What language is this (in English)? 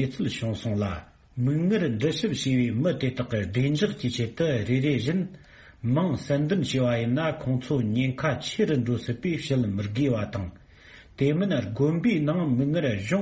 Tibetan